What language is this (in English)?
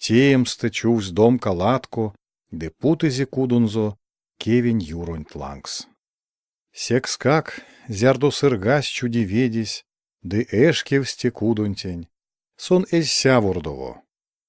Erzya